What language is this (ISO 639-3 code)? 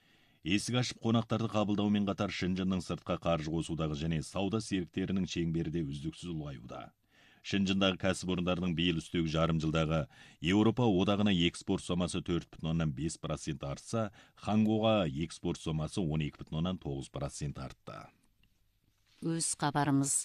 kaz